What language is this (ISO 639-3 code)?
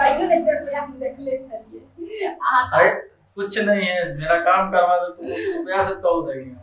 mai